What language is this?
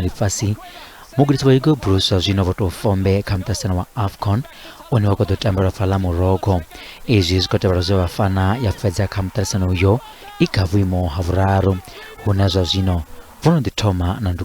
Venda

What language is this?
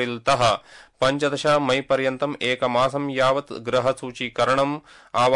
Sanskrit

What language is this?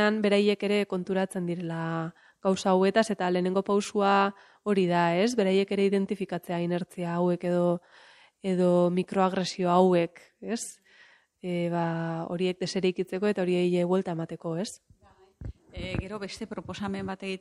Basque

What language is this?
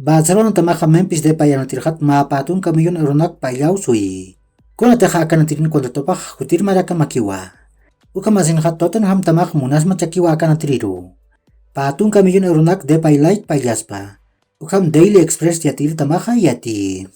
Aymara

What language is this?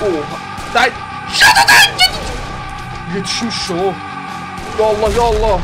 South Azerbaijani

